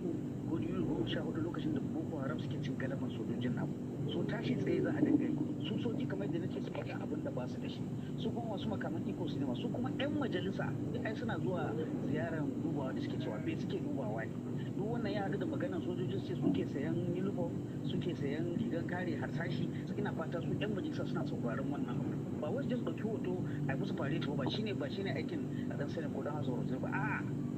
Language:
Hausa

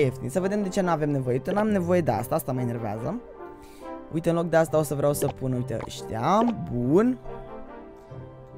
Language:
Romanian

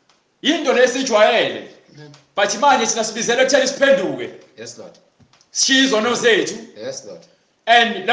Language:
Zulu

